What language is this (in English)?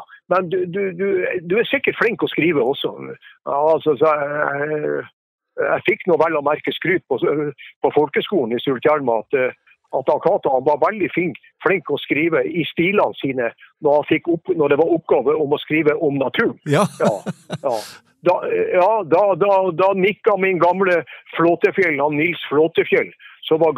Norwegian